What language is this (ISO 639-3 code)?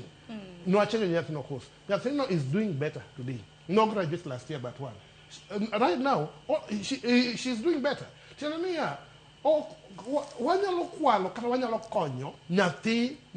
luo